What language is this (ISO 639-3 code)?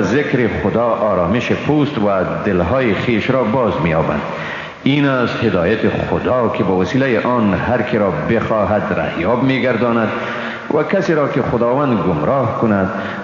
fas